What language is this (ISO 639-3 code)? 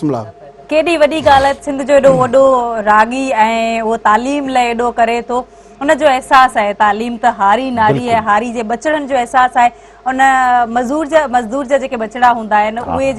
snd